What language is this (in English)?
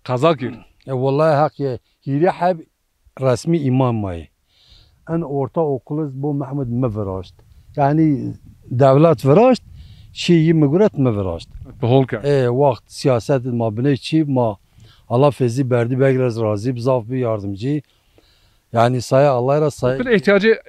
Zaza